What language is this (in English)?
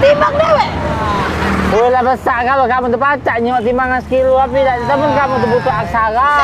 Musi